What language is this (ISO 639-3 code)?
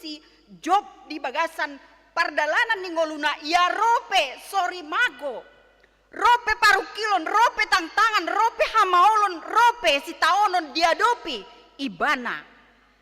bbc